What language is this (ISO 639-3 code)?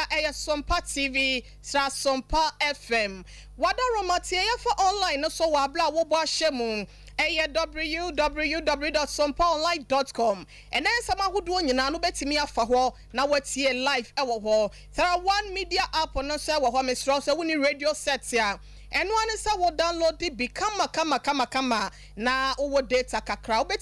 aka